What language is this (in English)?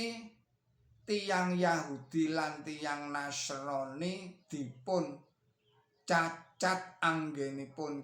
Javanese